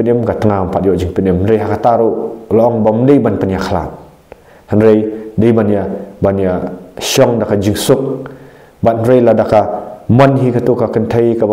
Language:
Khasi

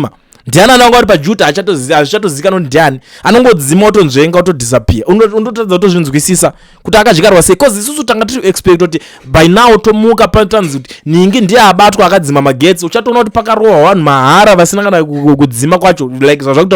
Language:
Shona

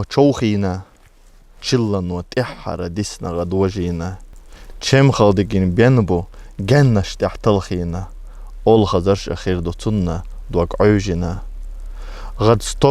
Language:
Chechen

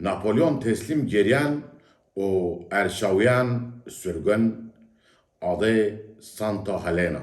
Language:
Zaza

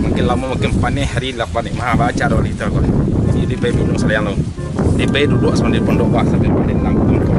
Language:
Minangkabau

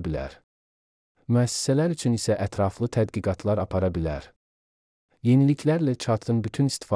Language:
Azerbaijani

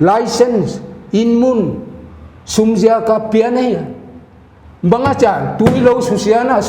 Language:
Paite Chin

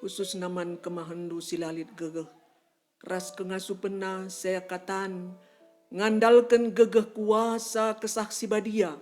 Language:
Batak Karo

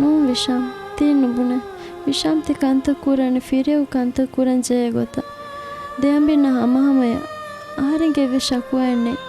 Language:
Divehi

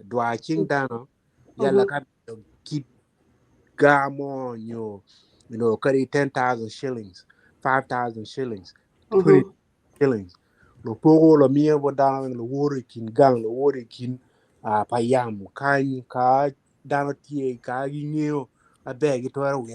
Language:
Acoli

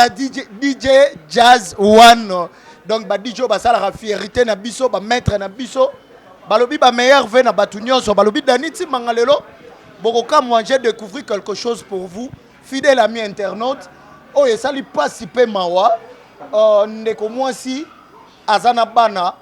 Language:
Lingala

